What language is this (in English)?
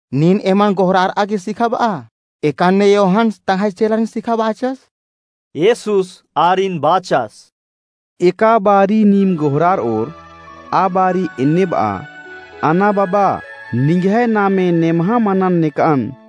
Kurukh